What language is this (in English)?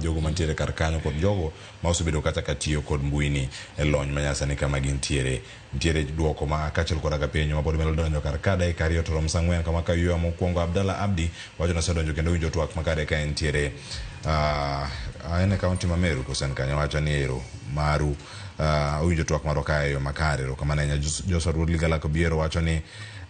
Luo (Kenya and Tanzania)